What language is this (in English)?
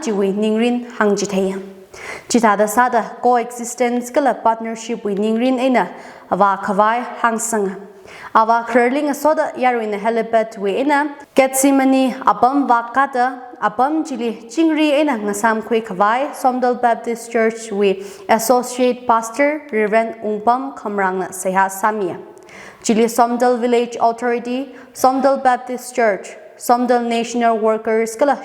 Tangkhul Naga (India)